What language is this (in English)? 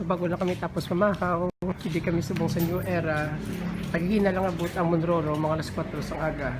Hiligaynon